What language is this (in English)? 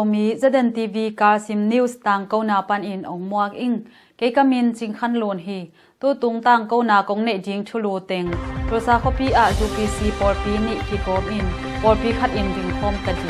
Tedim Chin